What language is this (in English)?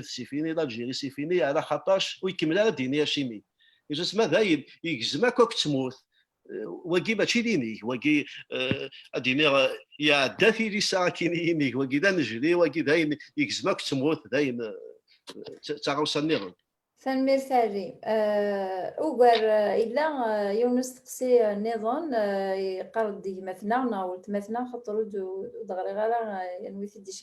Kabyle